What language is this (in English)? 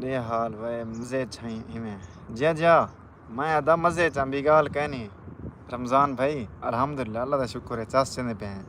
Saraiki